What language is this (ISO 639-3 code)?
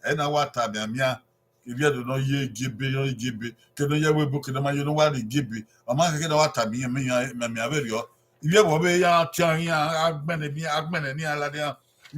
bin